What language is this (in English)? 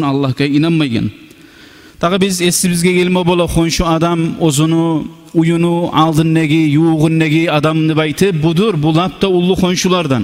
Kumyk